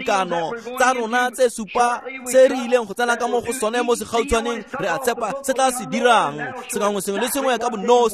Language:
Tswana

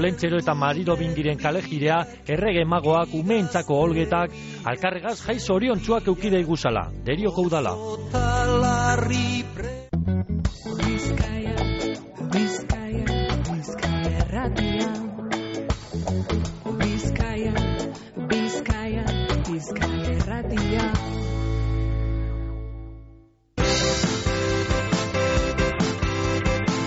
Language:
Basque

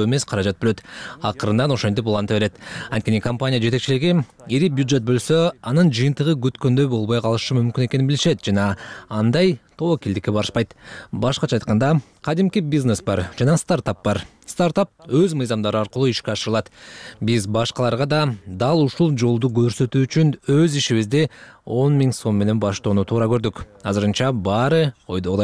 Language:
Kyrgyz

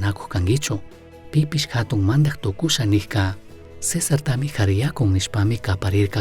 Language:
Chimborazo Highland Quichua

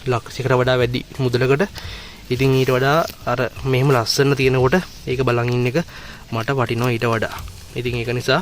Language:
Sinhala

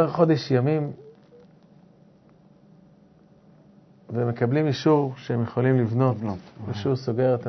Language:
Hebrew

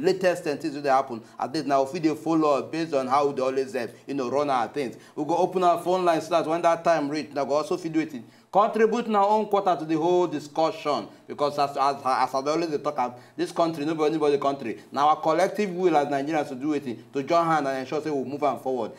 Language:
Nigerian Pidgin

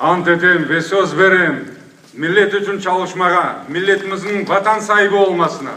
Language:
Crimean Tatar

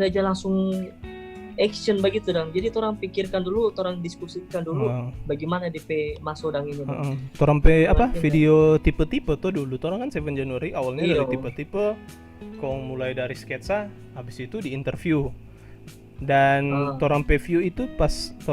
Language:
Manado Malay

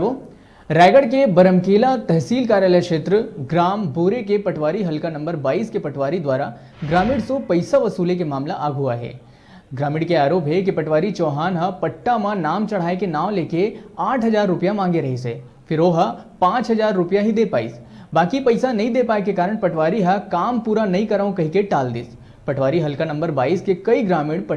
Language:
Chhattisgarhi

